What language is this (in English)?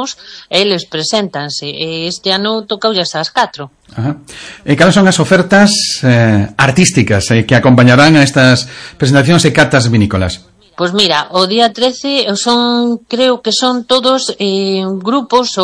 Galician